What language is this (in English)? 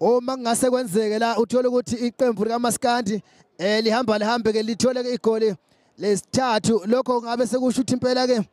Zulu